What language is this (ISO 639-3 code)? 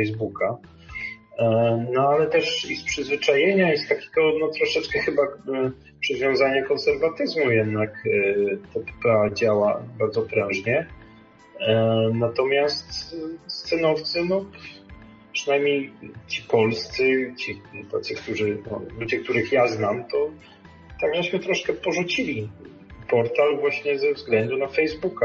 pol